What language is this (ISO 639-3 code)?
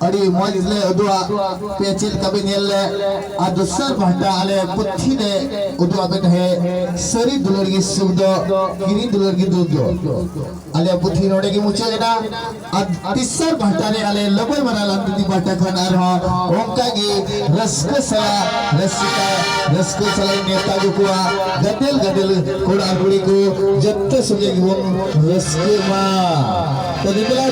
sat